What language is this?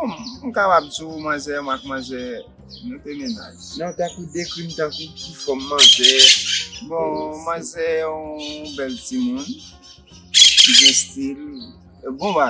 Haitian Creole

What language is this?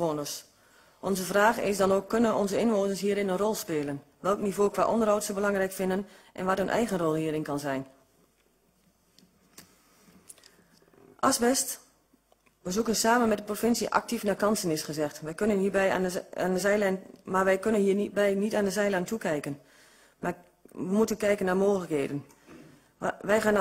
Dutch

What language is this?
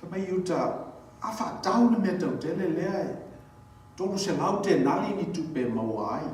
Samoan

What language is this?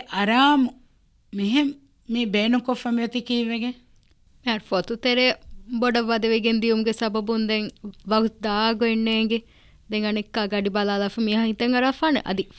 Divehi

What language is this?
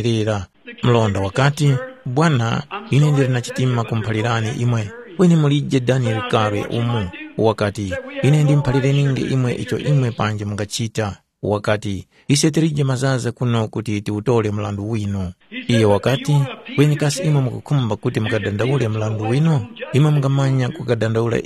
Tumbuka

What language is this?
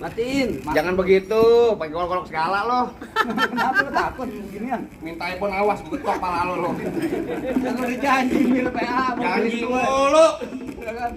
Betawi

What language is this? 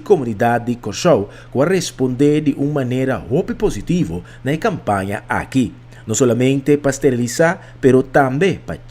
Papiamento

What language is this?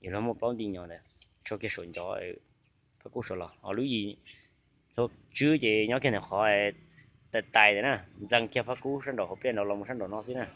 Hmong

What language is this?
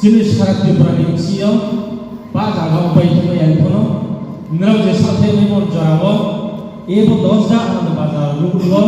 Riang (India)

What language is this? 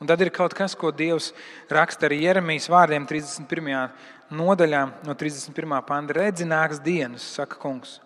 Latvian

